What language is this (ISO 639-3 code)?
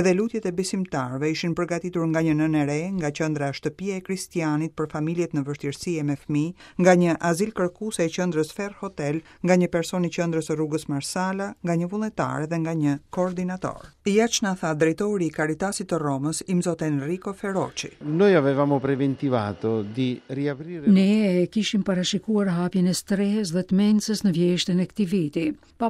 sqi